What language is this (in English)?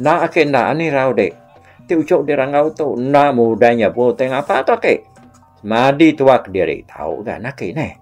Iban